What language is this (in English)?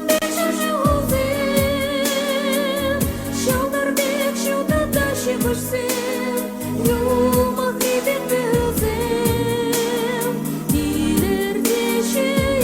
Chuvash